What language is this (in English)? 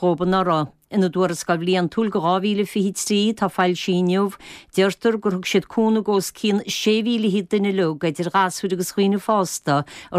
Irish